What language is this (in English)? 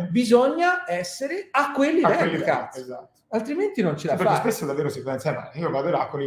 Italian